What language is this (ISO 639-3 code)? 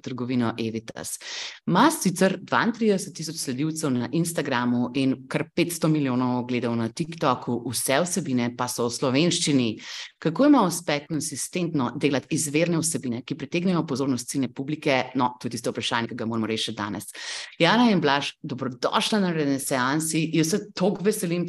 slv